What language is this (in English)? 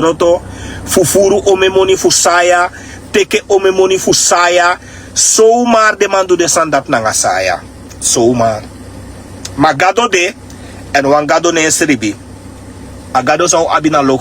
Sranan Tongo